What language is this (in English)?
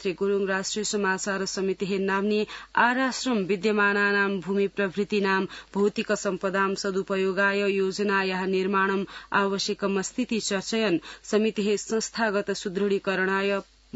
Sanskrit